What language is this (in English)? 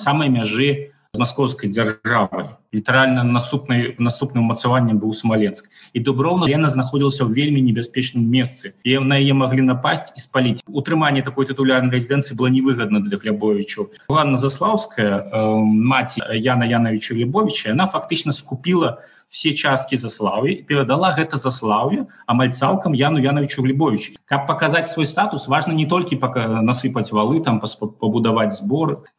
Belarusian